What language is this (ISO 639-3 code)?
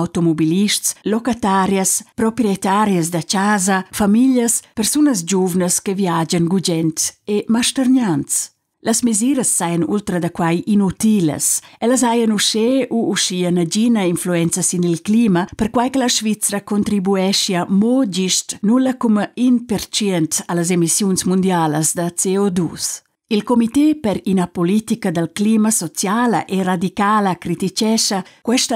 roh